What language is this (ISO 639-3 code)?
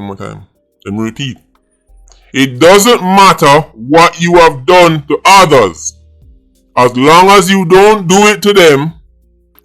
jam